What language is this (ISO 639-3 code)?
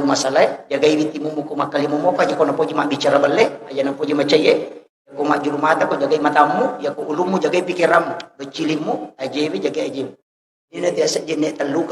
bug